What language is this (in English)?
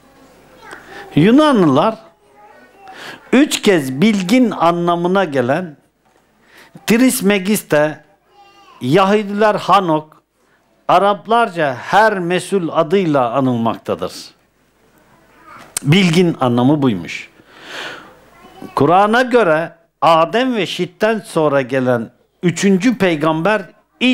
Turkish